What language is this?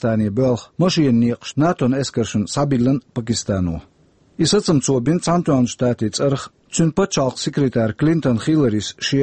Chechen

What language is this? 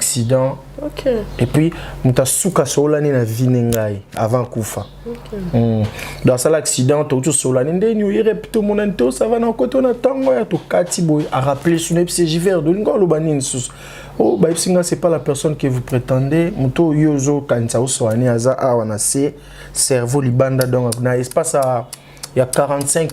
Lingala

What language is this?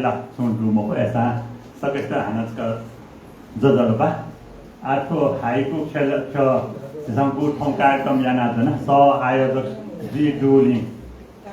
Newari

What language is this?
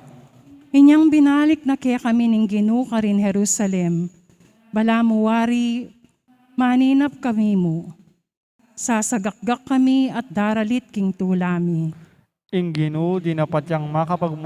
Pampanga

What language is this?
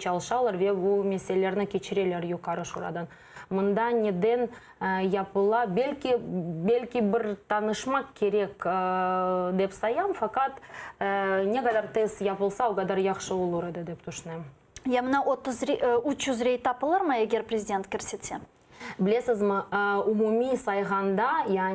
Crimean Tatar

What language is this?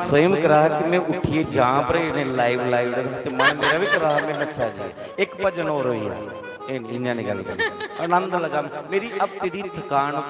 Dogri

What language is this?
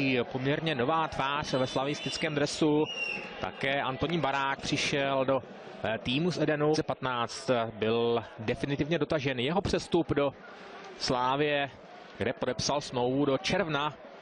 Czech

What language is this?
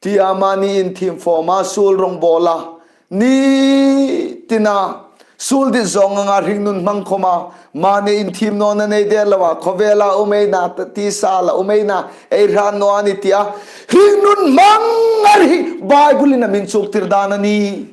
Hmar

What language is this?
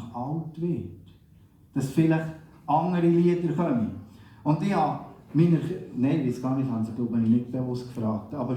Swiss German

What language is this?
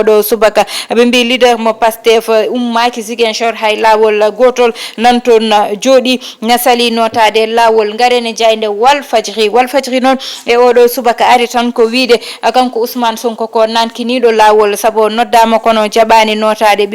Fula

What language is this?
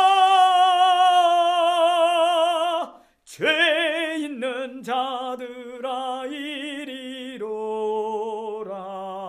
Korean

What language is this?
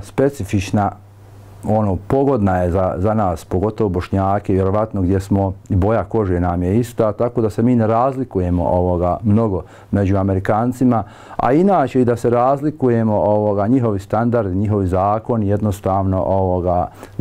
Bosnian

